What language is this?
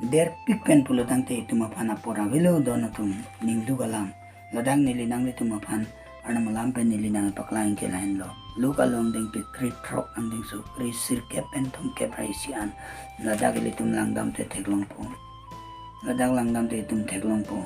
Karbi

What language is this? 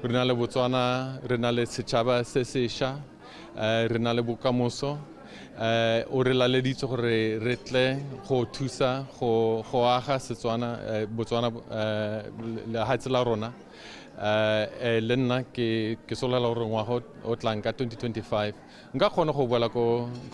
Tswana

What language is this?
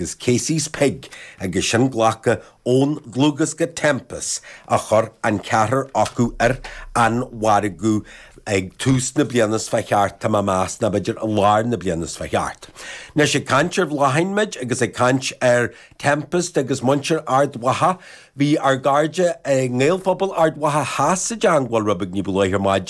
Irish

